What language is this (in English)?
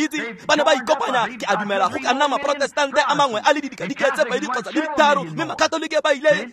Tswana